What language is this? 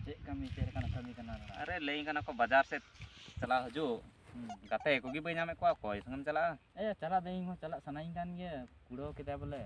Santali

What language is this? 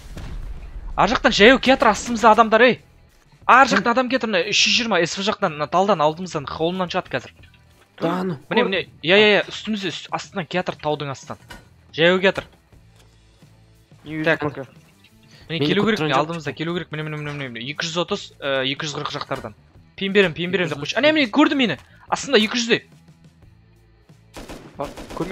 Kazakh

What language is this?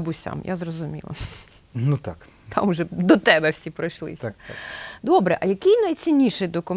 Ukrainian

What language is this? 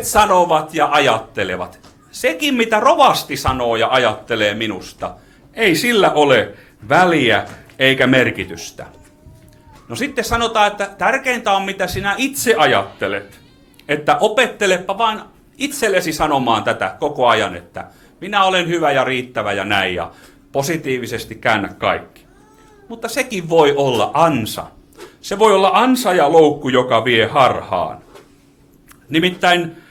Finnish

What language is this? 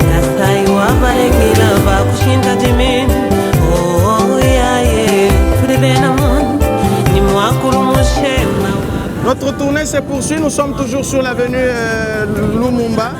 Luba-Lulua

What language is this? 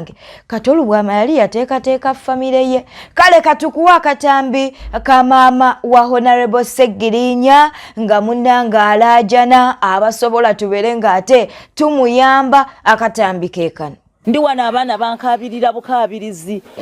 Ganda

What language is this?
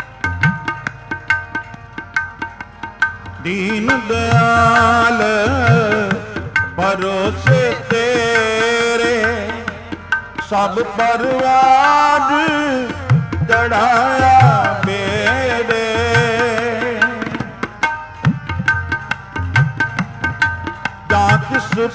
Punjabi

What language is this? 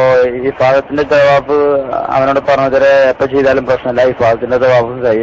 Malayalam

